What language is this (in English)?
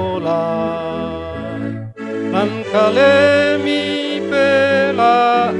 Toraja-Sa'dan